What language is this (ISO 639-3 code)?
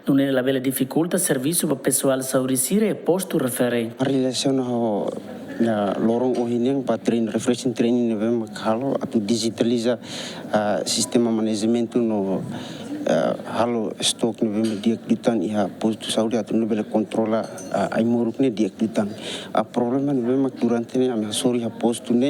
tet